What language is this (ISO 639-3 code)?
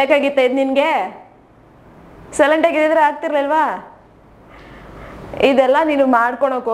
kan